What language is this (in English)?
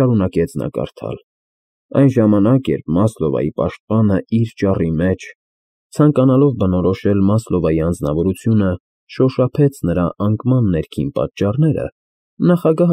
Armenian